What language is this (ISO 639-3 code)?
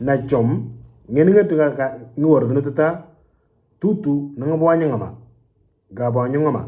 mor